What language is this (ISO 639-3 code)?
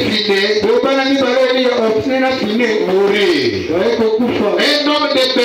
fra